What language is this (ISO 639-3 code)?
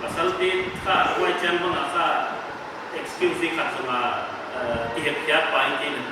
pck